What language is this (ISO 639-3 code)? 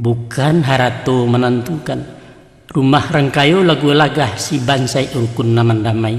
min